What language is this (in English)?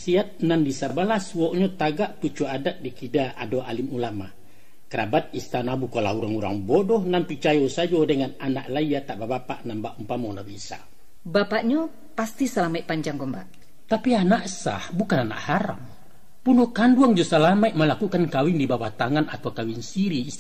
Minangkabau